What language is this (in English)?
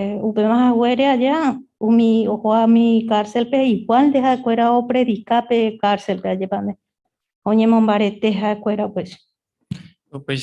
Guarani